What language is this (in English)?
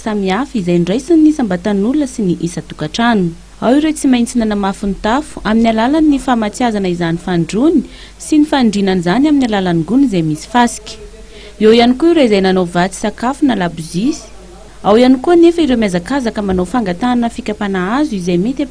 Malagasy